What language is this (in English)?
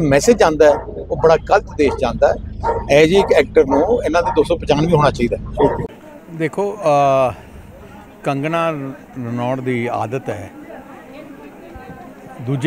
Punjabi